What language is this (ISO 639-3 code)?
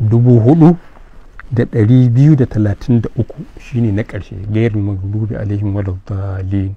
hau